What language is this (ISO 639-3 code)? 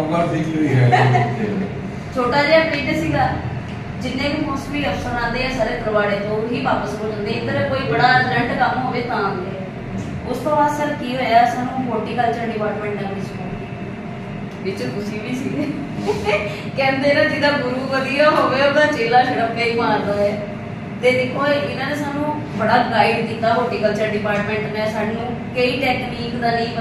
pan